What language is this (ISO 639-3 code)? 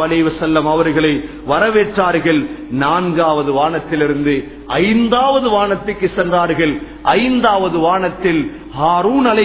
tam